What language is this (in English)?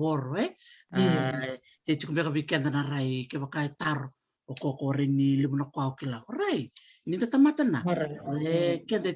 Fijian